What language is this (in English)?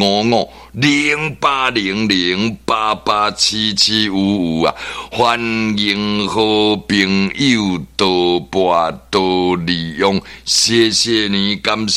Min Nan Chinese